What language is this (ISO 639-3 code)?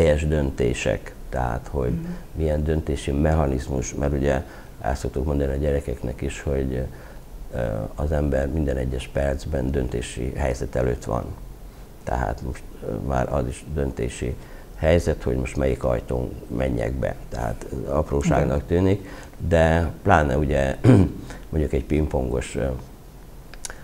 hun